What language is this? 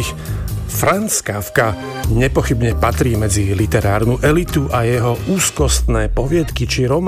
Slovak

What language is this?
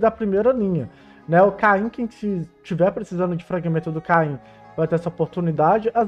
Portuguese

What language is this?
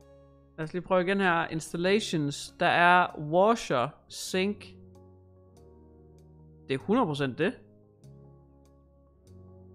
Danish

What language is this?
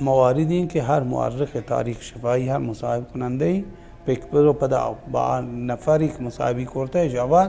Baluchi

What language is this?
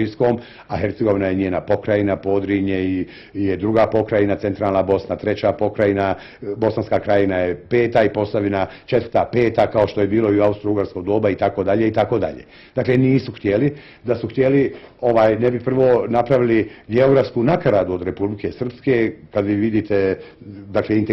Bosnian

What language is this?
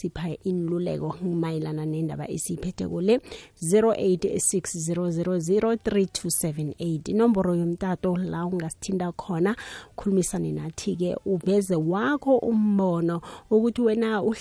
South Ndebele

